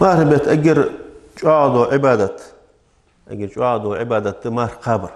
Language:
Ingush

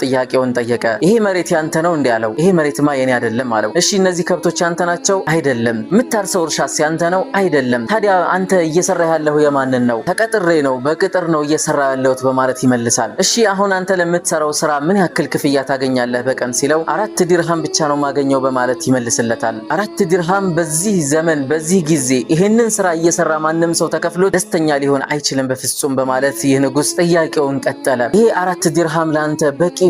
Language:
Amharic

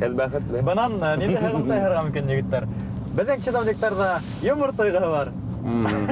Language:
Bashkir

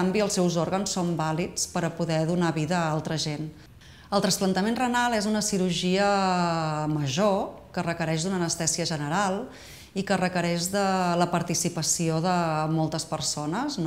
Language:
Catalan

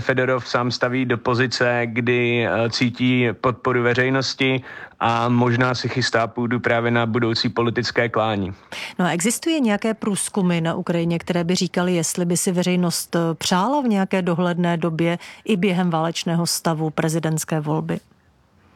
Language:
Czech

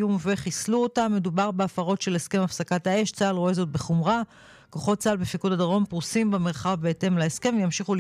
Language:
Hebrew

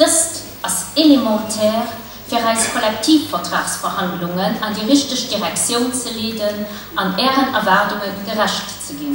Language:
Luxembourgish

